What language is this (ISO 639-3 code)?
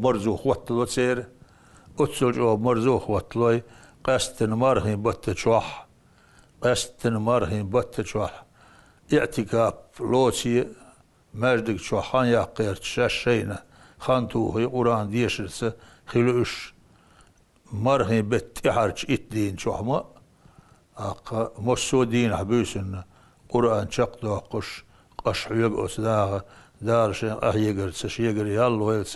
che